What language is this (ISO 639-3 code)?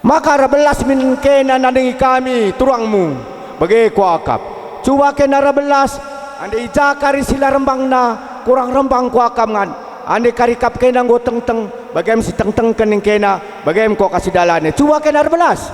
btx